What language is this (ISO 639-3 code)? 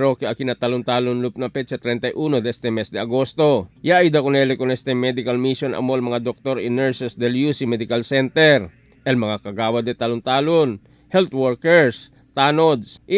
cbk